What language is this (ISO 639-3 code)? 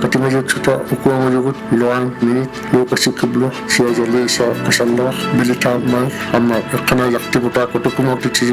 iku